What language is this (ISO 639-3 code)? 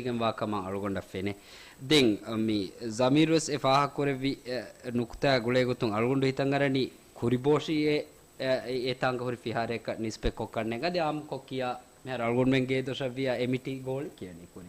div